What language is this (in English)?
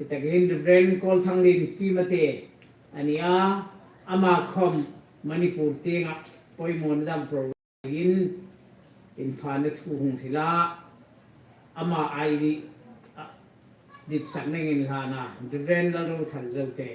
Hmar